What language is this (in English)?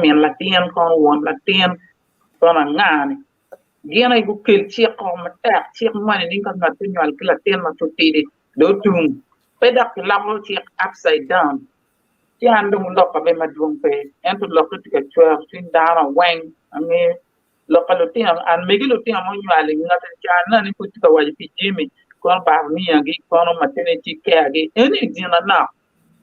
Acoli